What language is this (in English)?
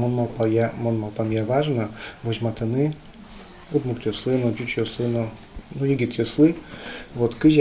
Udmurt